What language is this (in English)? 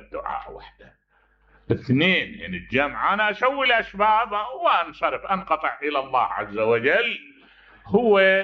Mesopotamian Arabic